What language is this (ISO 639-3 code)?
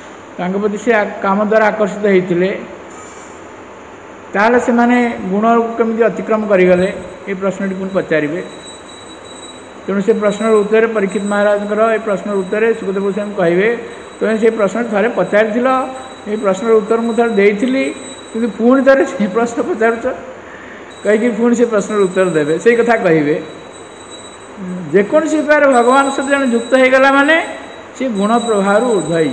ori